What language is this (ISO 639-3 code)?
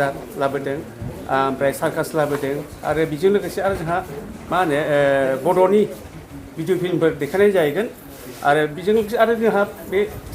brx